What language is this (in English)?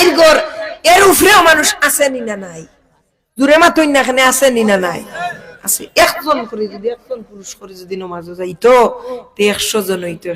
Sylheti